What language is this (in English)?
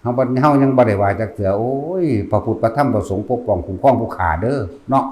Northeastern Thai